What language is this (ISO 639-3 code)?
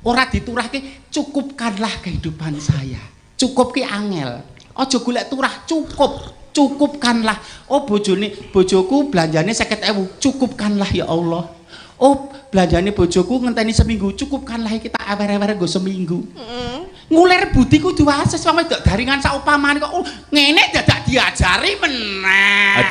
jav